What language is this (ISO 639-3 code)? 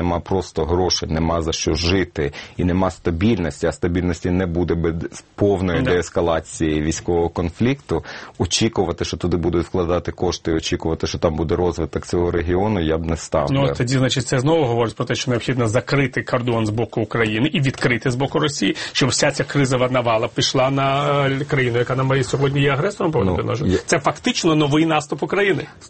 ukr